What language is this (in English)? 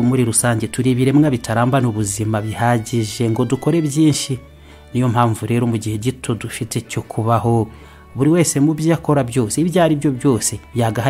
Kinyarwanda